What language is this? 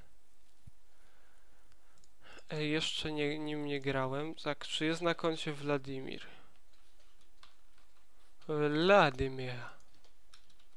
Polish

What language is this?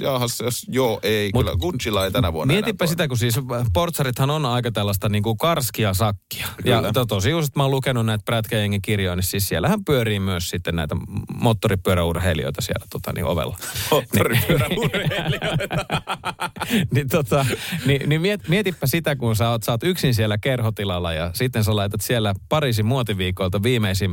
Finnish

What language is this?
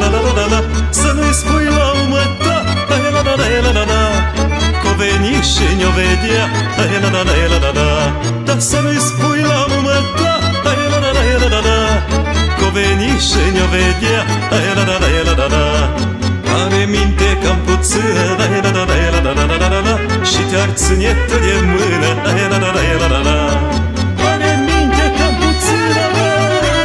Romanian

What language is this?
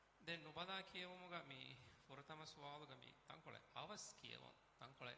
Divehi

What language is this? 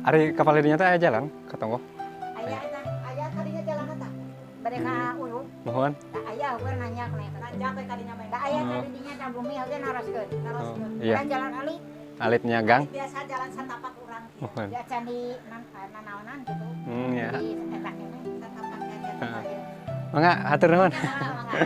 Sundanese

